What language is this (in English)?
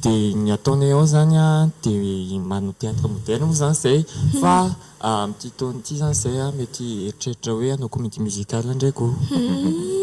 Malagasy